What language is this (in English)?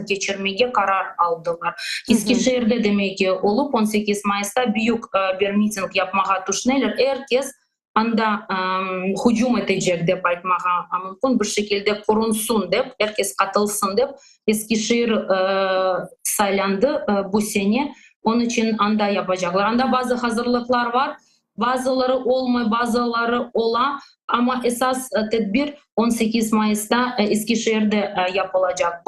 Crimean Tatar